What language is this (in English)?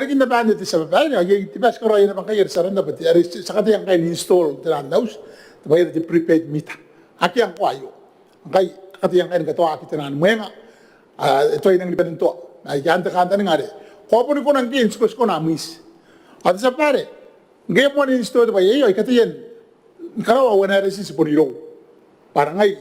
Gilbertese